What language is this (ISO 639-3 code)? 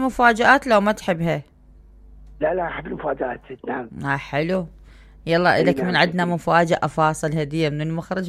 acm